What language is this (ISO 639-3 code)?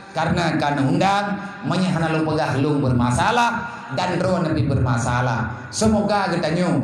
ace